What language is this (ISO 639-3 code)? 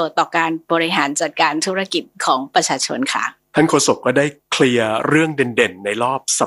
tha